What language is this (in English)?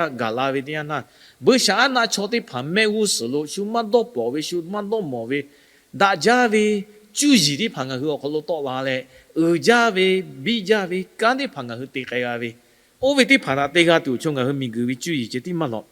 Lahu